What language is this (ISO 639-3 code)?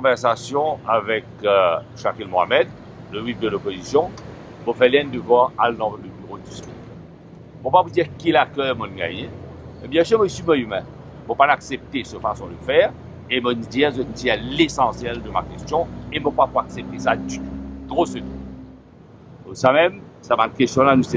mfe